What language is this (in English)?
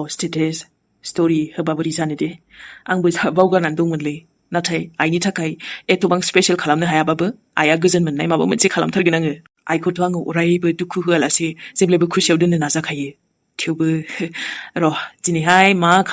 Bodo